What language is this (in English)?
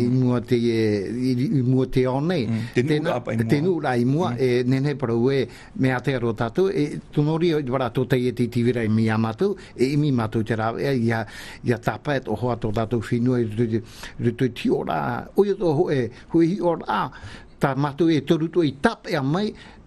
Tahitian